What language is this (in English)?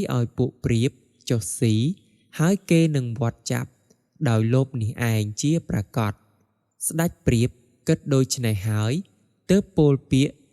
Khmer